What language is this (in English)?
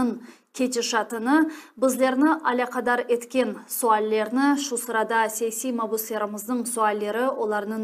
Crimean Tatar